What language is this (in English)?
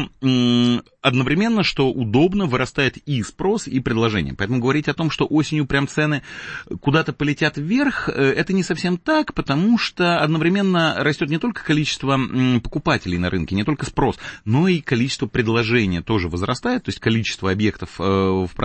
Russian